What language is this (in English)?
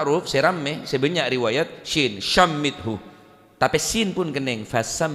Madurese